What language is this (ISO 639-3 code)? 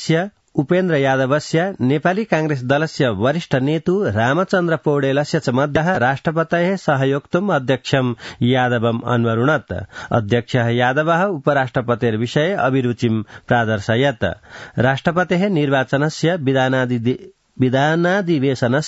san